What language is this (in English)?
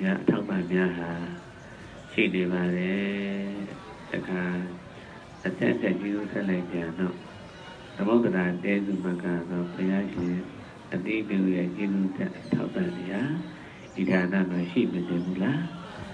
Burmese